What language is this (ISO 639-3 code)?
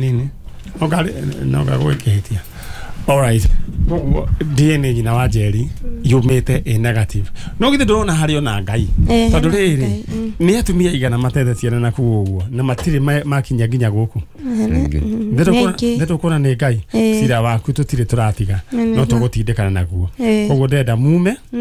kik